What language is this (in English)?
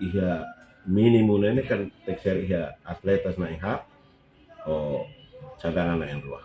Tetum